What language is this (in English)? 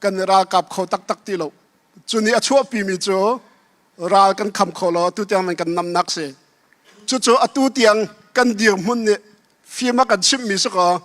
Hakha Chin